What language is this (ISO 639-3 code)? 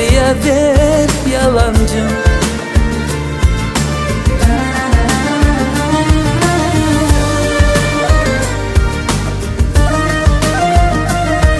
tur